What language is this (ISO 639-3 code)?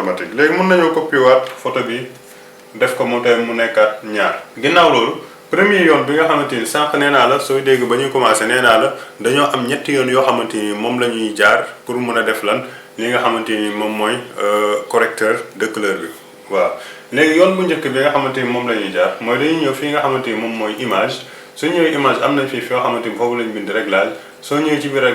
wol